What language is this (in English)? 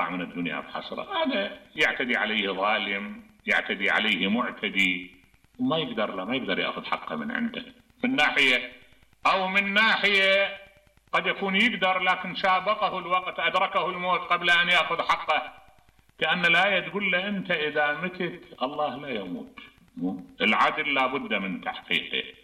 Mesopotamian Arabic